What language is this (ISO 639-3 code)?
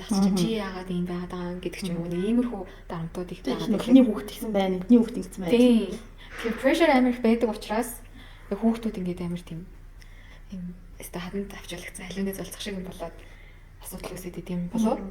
mon